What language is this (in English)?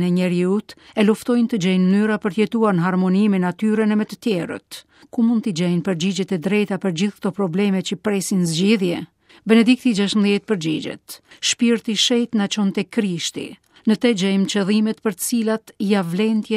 Albanian